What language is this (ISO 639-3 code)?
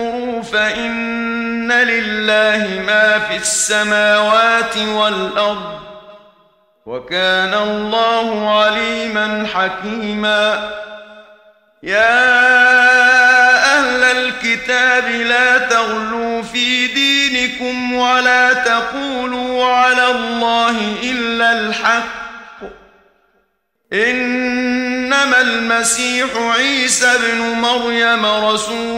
ara